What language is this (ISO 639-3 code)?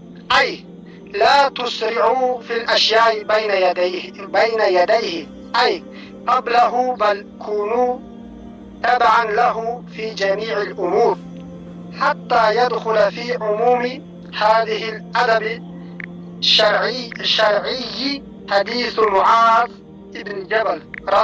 tgk